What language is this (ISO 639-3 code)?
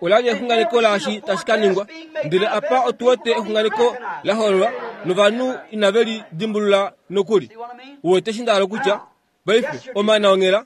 kua